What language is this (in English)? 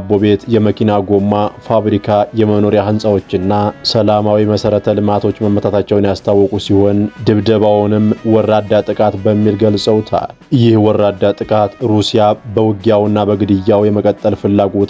Amharic